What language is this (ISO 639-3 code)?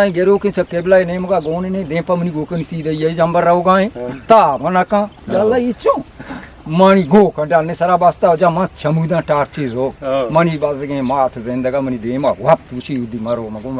bgp